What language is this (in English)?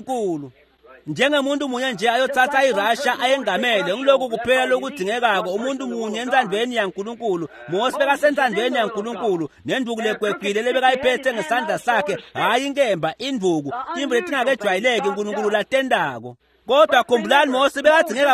Swati